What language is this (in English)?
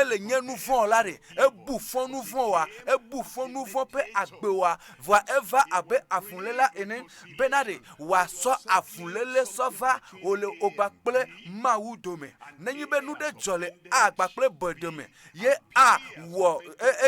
Ewe